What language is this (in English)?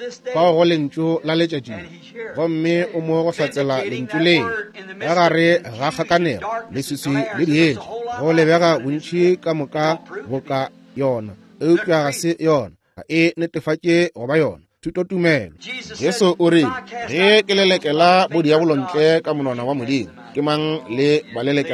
Northern Sotho